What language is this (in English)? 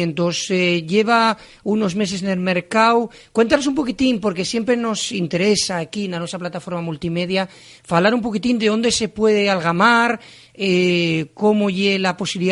Asturian